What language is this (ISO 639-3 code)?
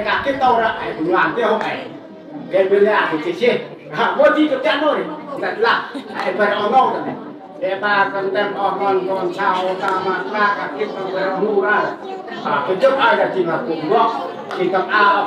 cmo